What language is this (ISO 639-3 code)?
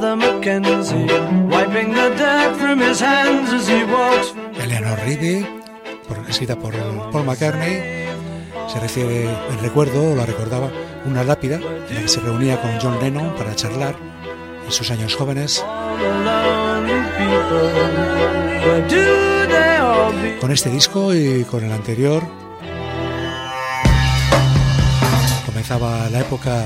spa